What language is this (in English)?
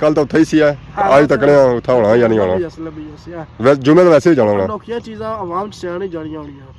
Pahari-Potwari